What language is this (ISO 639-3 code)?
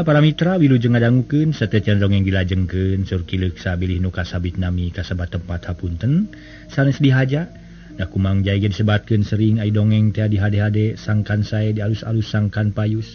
sun